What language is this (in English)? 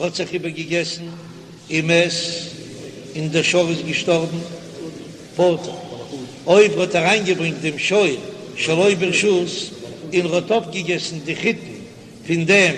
Yiddish